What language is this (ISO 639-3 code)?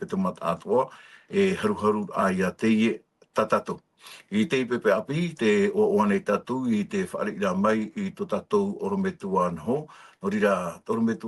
tah